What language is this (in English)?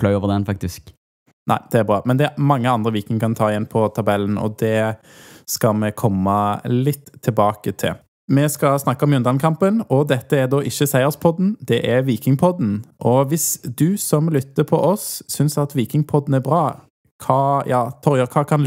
Norwegian